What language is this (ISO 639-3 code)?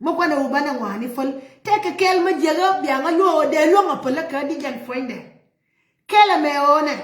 nus